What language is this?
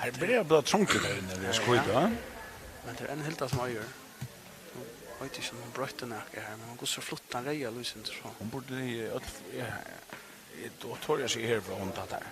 Faroese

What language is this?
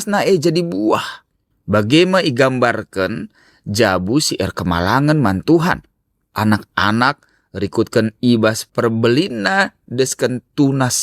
Batak Karo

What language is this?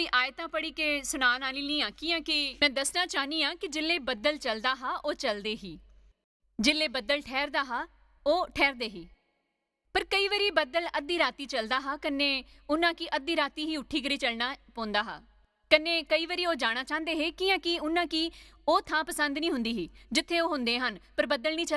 Dogri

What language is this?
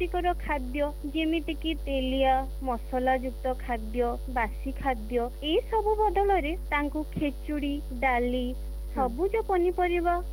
Odia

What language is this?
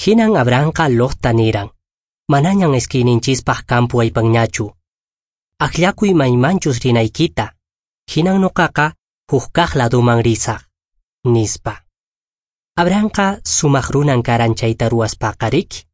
Quechua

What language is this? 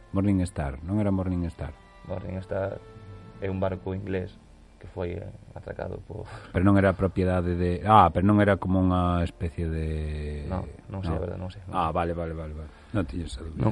Galician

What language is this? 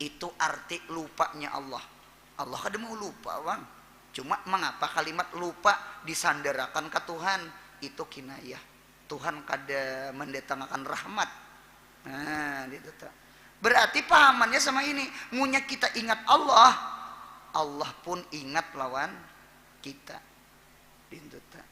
Banjar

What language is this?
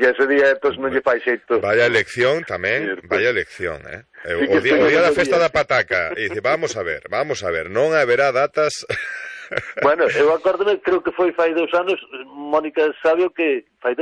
Galician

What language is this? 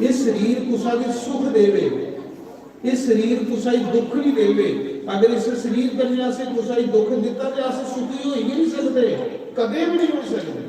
Dogri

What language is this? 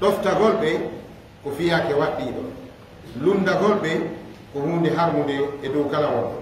Fula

